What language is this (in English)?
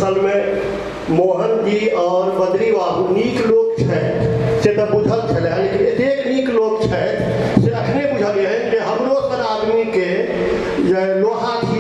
Maithili